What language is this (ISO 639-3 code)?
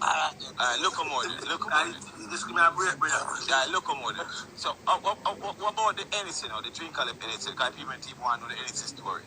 jam